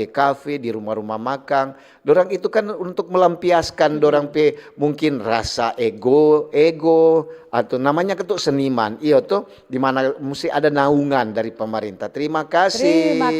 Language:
Manado Malay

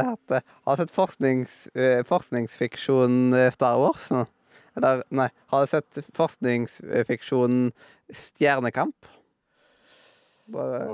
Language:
Norwegian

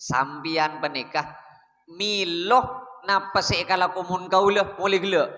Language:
Madurese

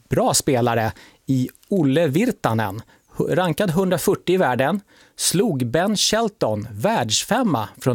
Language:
Swedish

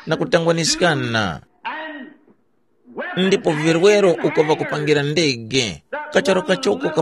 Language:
Tumbuka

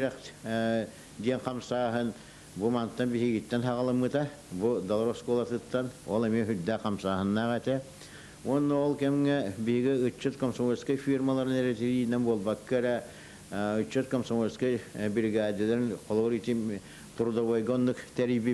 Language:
Yakut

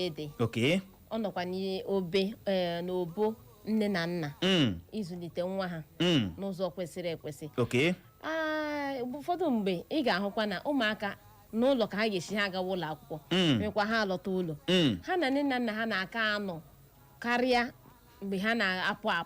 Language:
Igbo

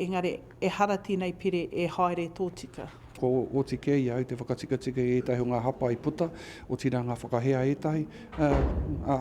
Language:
Māori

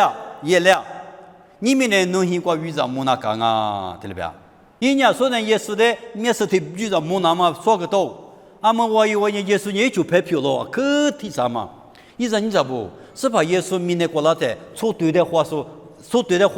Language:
Lisu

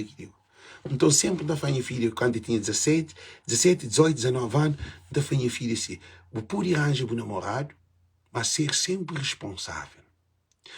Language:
Kabuverdianu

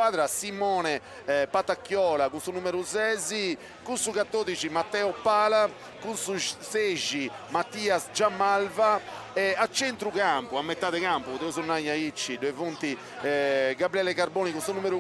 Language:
Sardinian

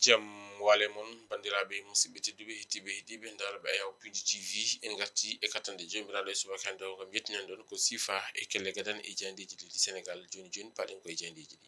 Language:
Fula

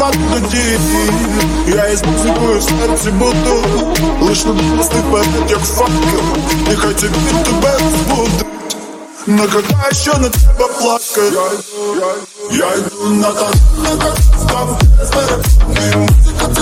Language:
Ukrainian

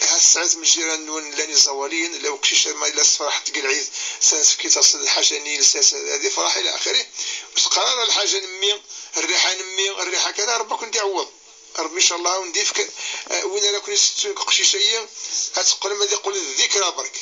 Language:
Kabyle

